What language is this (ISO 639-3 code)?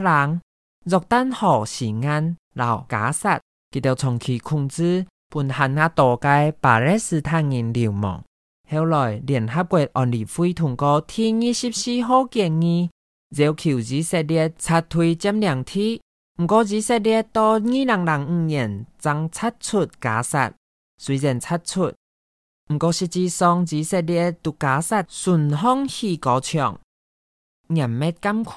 hak